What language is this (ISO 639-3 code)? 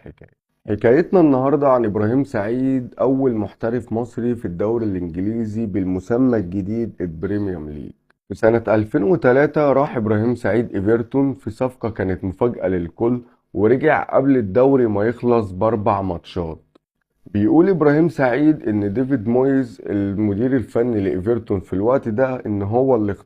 arz